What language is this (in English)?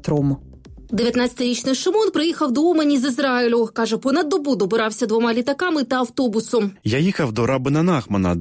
Ukrainian